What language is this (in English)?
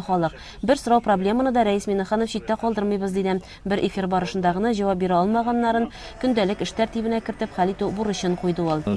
Tatar